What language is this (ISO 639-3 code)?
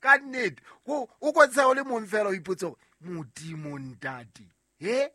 sot